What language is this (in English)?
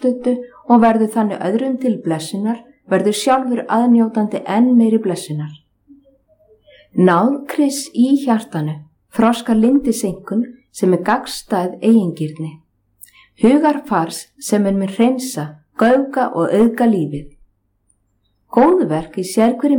Icelandic